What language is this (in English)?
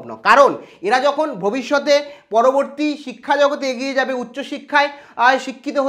Bangla